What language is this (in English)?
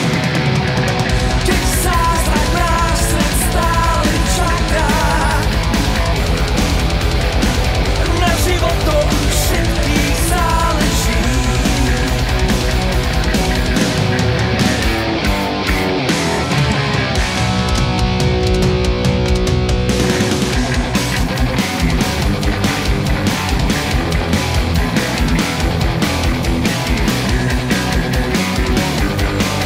Slovak